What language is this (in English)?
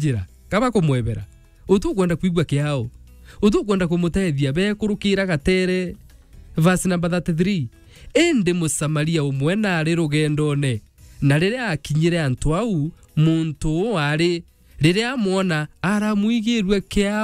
Meru